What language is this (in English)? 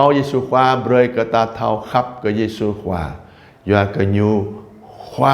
Jarai